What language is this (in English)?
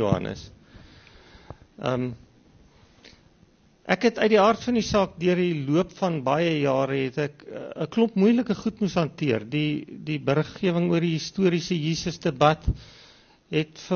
Afrikaans